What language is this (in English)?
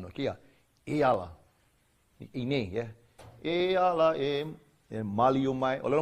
Hawaiian